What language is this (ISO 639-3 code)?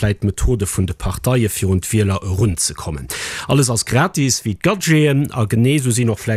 ltz